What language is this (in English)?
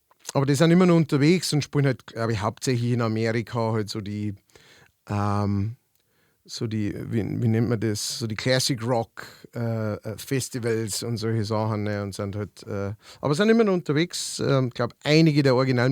Bavarian